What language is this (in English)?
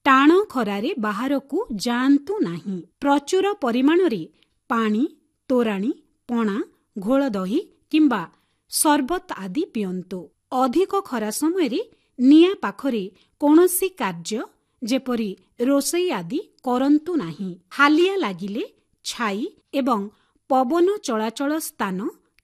Odia